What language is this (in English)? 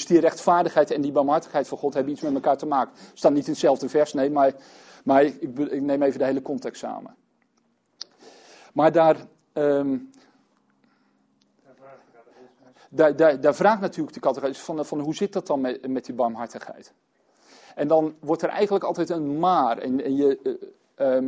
Dutch